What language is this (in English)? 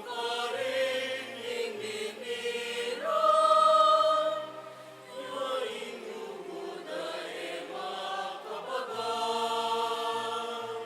Pampanga